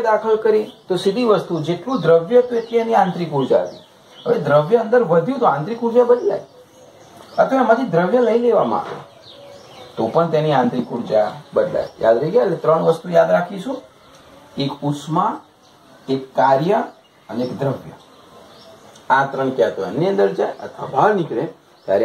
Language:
Gujarati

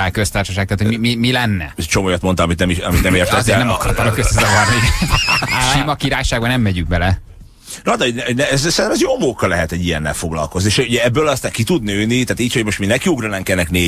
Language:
Hungarian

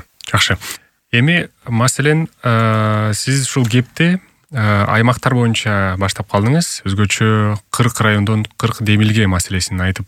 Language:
Kyrgyz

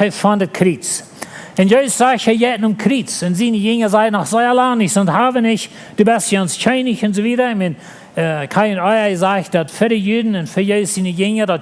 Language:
Plautdietsch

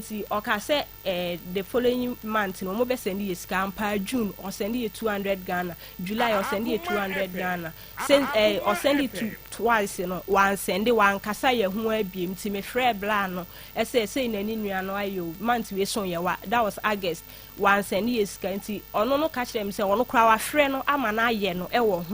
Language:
Akan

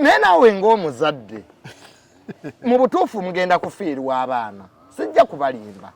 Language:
Ganda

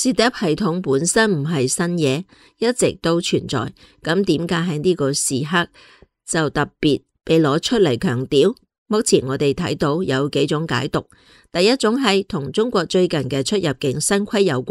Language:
Cantonese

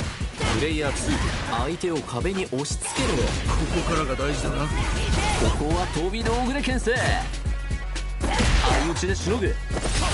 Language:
Japanese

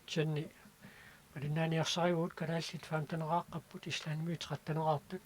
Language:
Kalaallisut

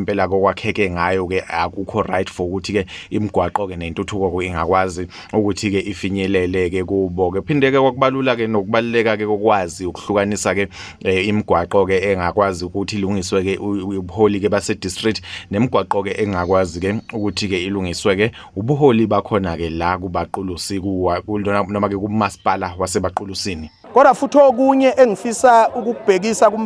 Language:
Zulu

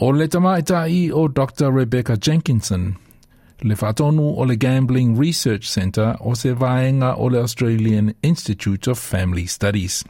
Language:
Samoan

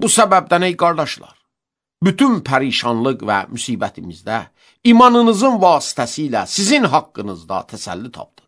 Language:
Azerbaijani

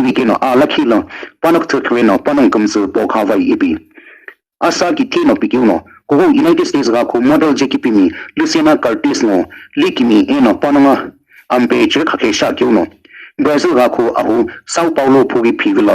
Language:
Sumi Naga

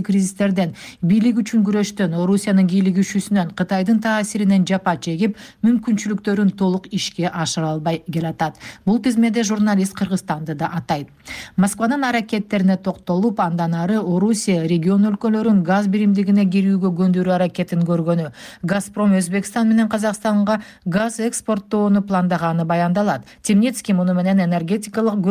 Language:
Kyrgyz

